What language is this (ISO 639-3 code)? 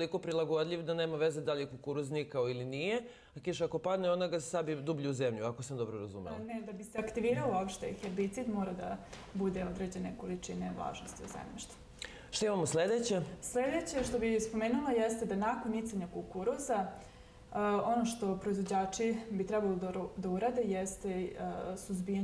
srp